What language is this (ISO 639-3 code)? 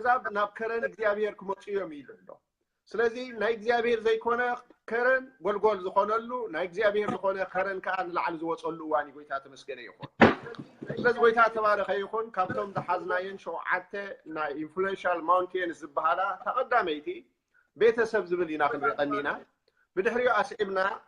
tir